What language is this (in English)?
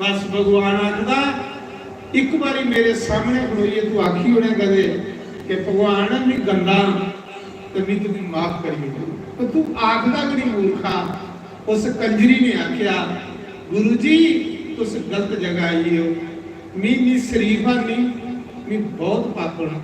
Dogri